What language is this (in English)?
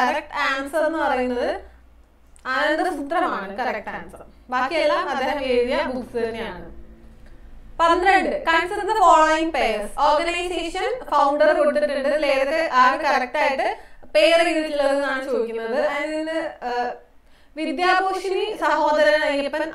Malayalam